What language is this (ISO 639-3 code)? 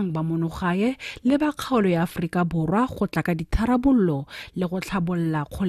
tsn